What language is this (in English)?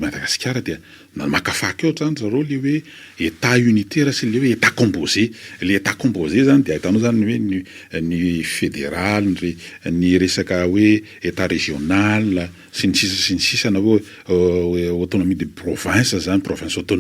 Malagasy